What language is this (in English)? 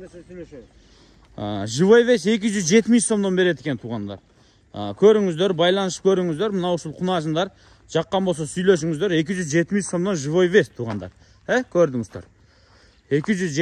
Kyrgyz